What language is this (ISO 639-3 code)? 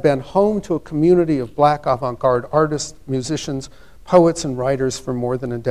eng